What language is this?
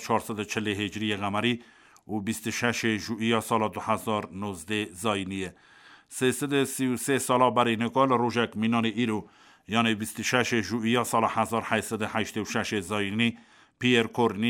Kurdish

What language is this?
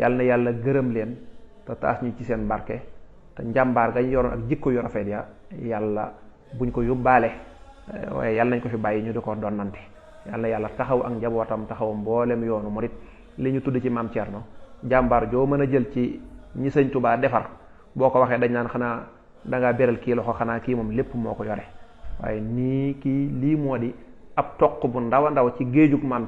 Wolof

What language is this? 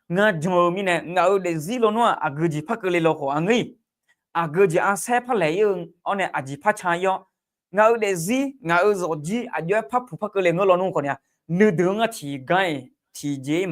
Akha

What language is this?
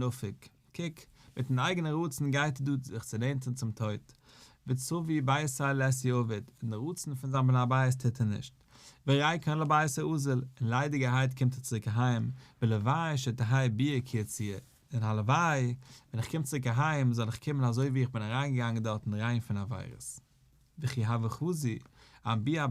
Yiddish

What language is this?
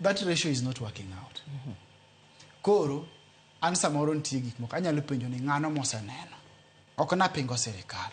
Luo (Kenya and Tanzania)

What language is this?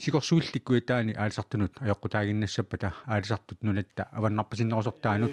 Kalaallisut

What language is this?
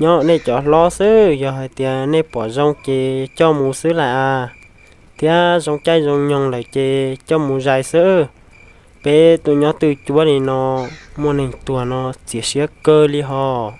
Hmong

